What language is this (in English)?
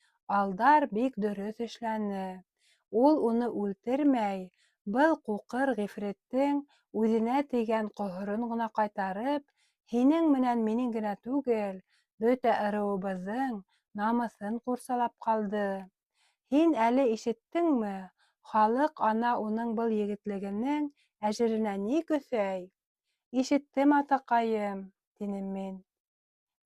Bashkir